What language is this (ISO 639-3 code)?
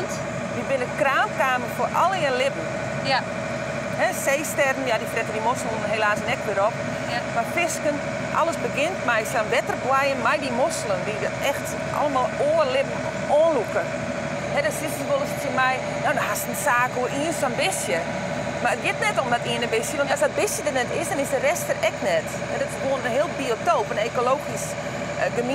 fry